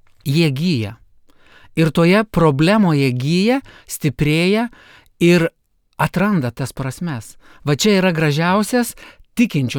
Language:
Lithuanian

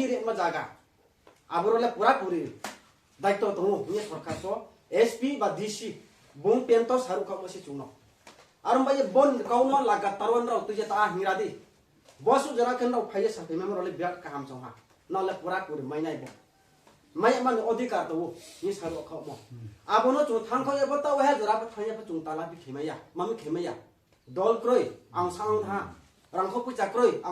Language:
Riang (India)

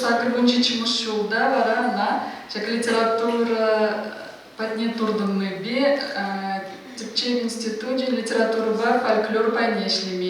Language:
Chuvash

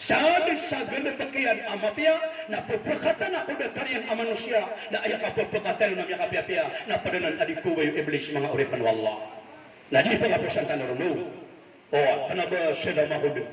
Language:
Maranao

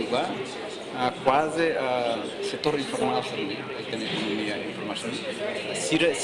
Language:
Tetum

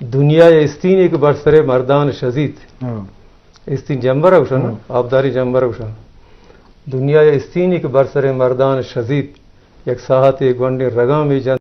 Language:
Eastern Balochi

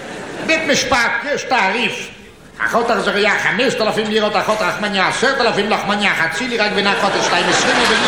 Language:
Hebrew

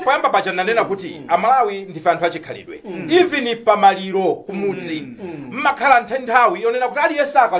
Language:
Nyanja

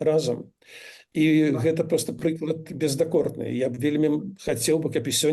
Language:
Belarusian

